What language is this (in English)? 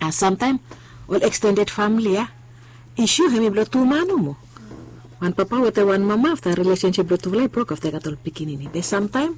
Bislama